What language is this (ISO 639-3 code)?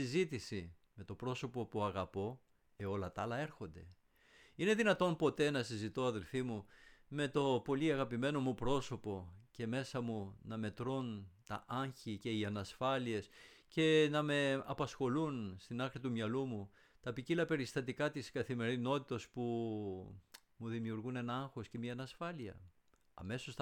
ell